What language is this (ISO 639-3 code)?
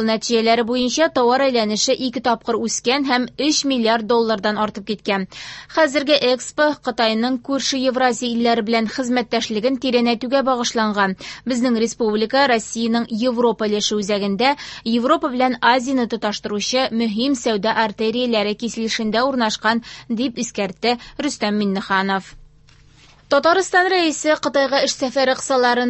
tat